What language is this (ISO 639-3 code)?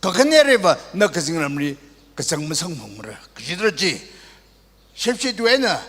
nmf